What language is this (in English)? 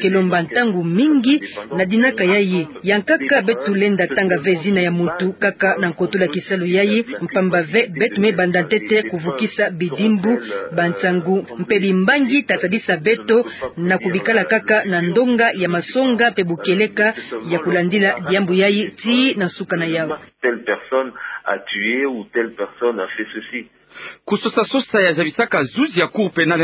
Kituba (Democratic Republic of Congo)